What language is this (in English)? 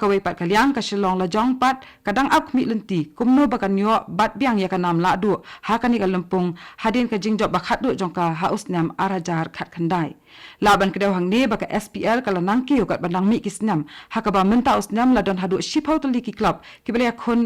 Khasi